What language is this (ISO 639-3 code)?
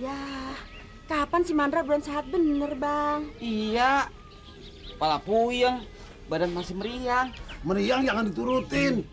bew